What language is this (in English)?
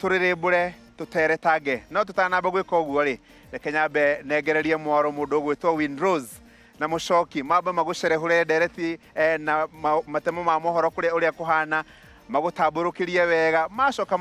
Kikuyu